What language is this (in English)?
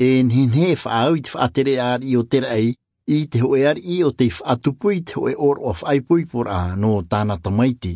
Tahitian